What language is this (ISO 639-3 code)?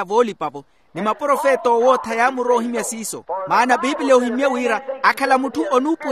vmw